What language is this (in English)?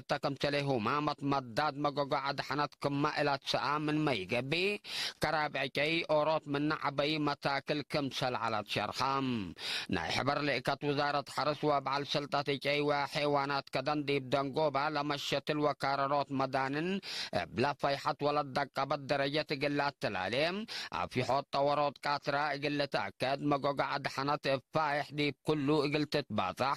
Tigre